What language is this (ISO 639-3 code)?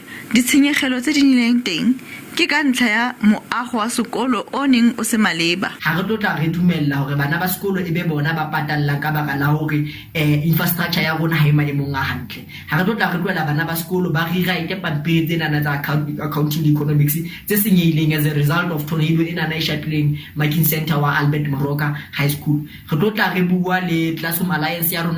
sot